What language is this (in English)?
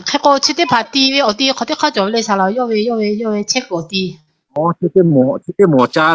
Lahu